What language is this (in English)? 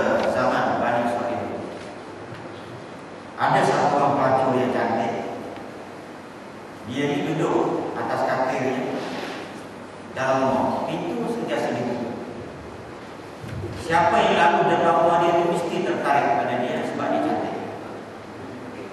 Malay